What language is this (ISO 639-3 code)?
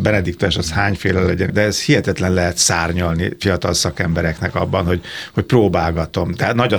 hun